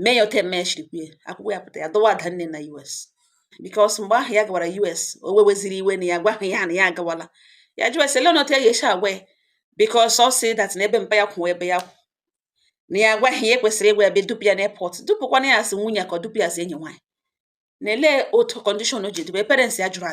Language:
Igbo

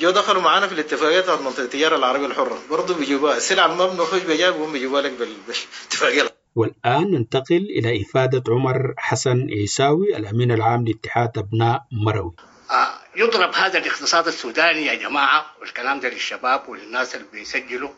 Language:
Sudanese Arabic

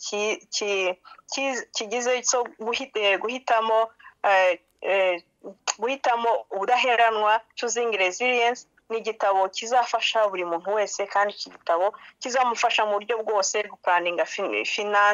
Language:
Kinyarwanda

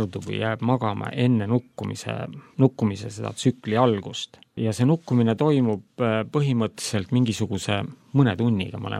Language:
Estonian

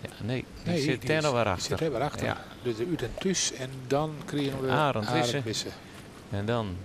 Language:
Western Frisian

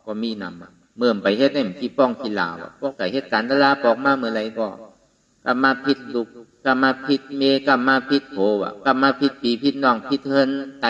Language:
Shan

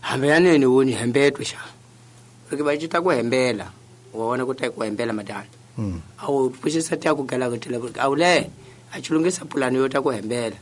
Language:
Tsonga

